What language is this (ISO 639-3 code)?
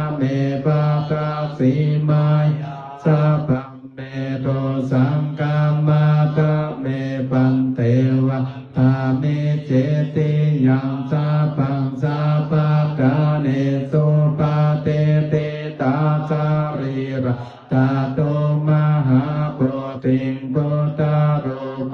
pli